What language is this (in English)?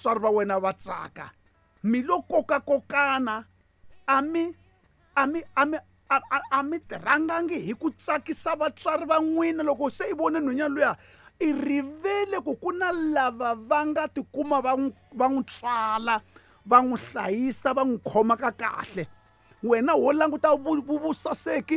Tsonga